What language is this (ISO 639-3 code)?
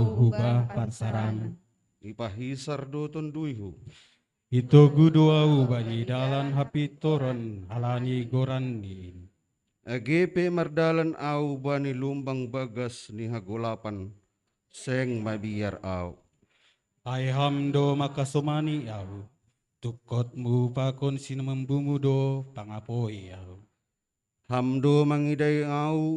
bts